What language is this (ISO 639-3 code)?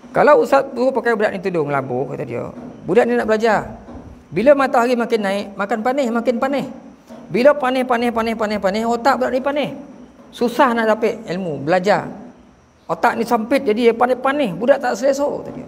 msa